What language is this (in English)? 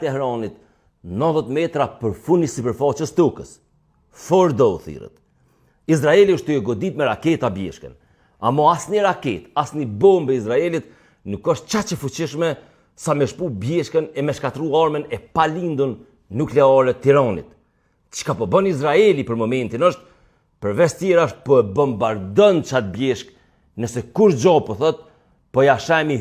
Albanian